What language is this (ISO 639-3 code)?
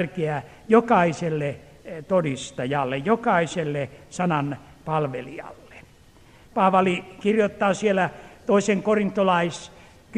fin